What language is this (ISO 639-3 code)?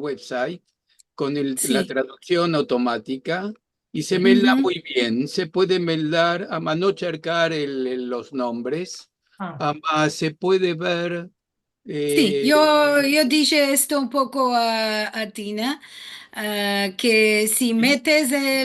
lad